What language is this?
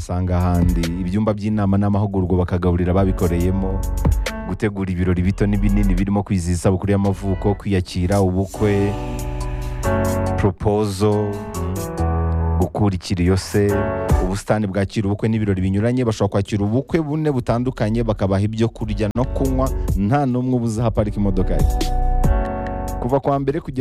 Kinyarwanda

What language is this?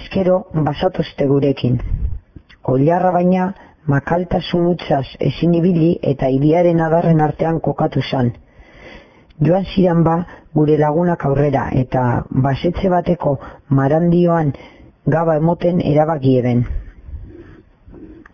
Basque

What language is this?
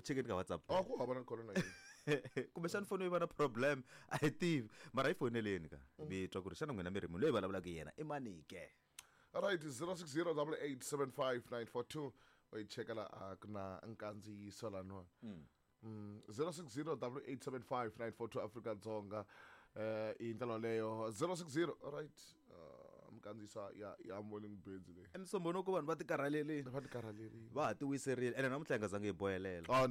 Tsonga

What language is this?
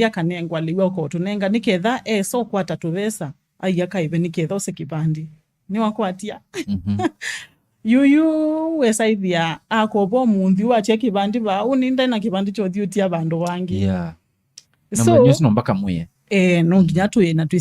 Kamba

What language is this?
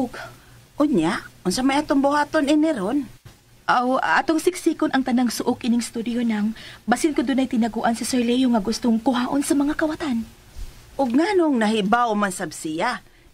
Cebuano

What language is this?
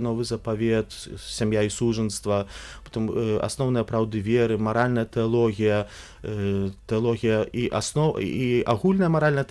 Belarusian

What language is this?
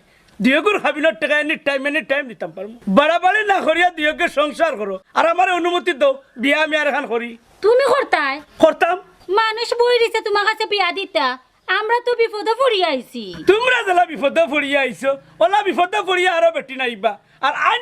Sylheti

